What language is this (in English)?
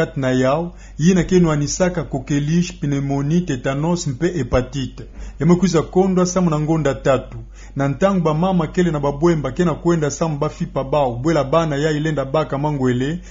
Kituba (Democratic Republic of Congo)